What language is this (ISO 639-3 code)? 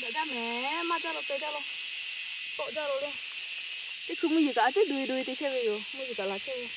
lhu